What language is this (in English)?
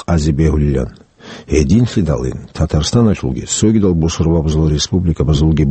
Avaric